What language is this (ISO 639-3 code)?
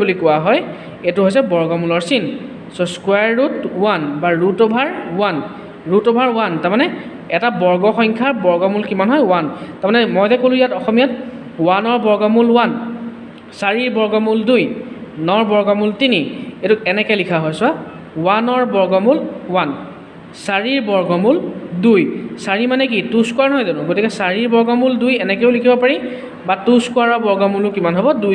asm